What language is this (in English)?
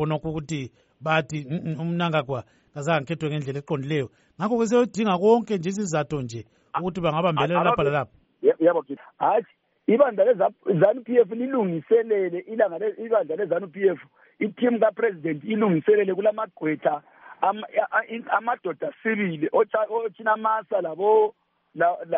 North Ndebele